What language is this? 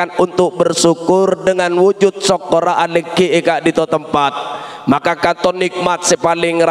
Madurese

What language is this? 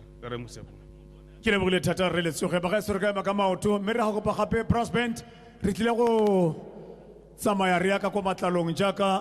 Tswana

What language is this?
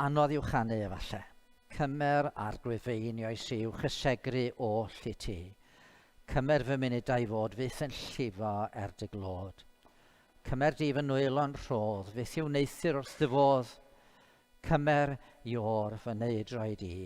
Welsh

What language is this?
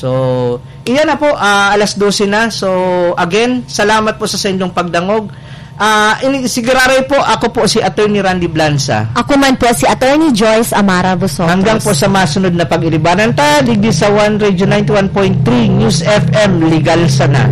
Bikol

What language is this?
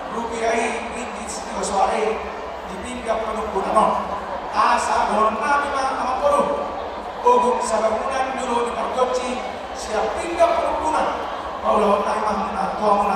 Batak Toba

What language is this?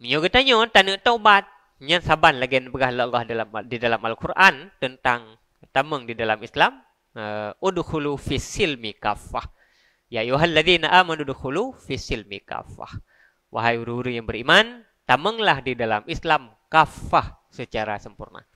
Achinese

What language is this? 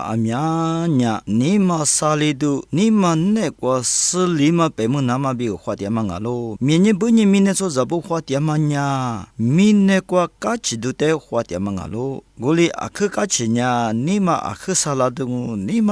Lisu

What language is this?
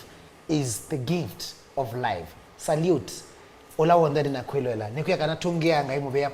Kamba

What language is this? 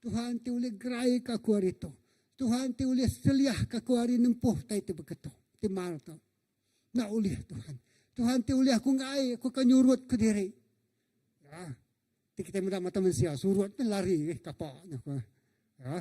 Iban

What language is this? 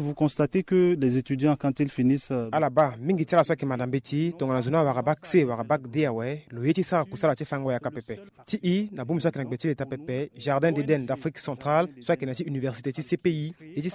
Sango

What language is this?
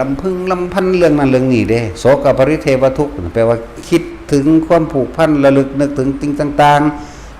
Northeastern Thai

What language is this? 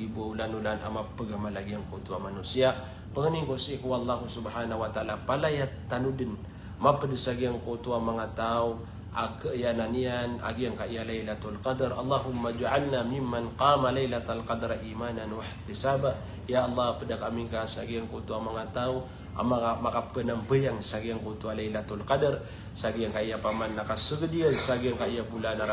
Maranao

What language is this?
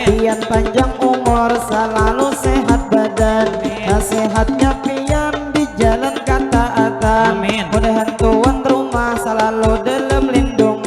Banjar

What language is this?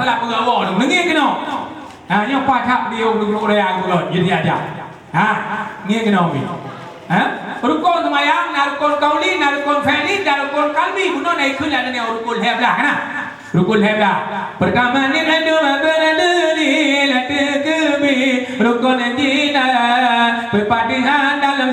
Achinese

